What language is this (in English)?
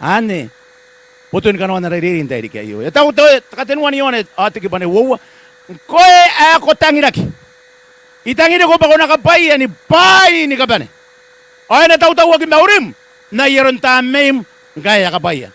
Gilbertese